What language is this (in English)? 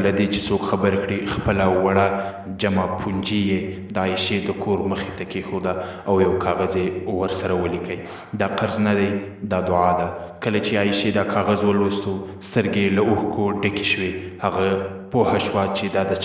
Pashto